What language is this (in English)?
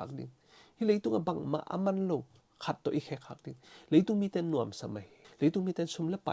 Tedim Chin